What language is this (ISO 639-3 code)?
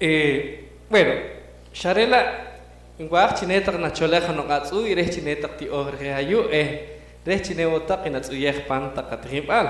poh